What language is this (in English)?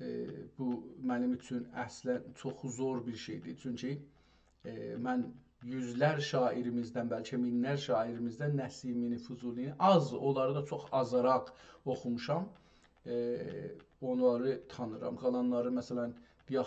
South Azerbaijani